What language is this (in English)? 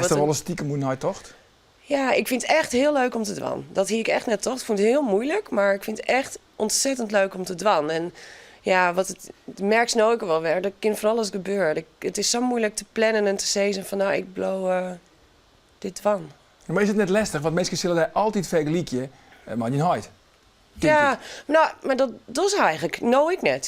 Western Frisian